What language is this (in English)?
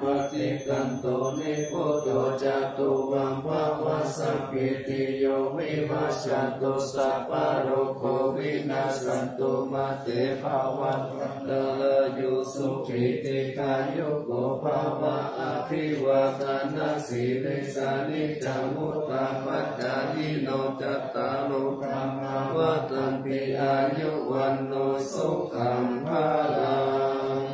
Pali